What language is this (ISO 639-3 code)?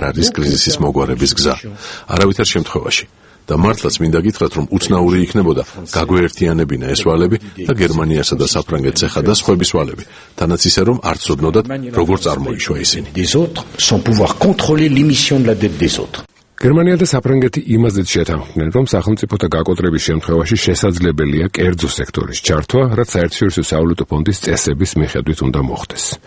kat